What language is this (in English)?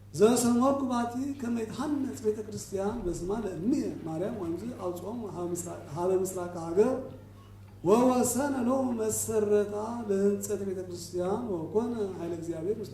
Geez